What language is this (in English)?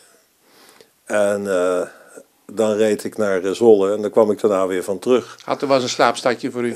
Dutch